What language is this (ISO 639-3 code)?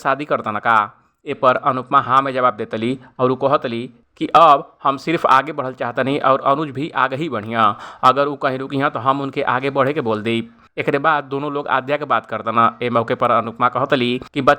bho